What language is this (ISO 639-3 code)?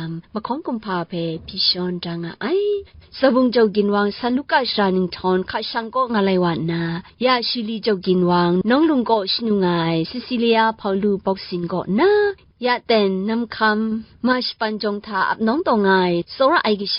kac